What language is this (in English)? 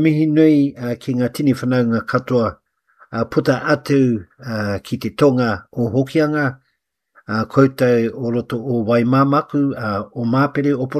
Māori